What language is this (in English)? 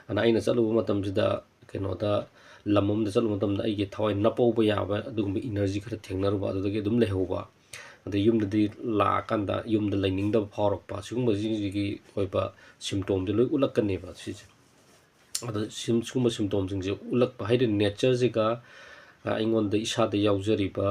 Manipuri